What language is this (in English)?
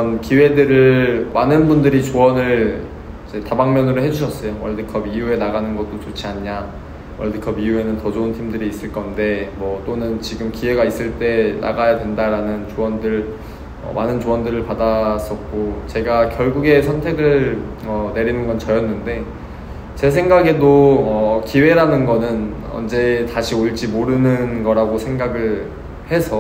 Korean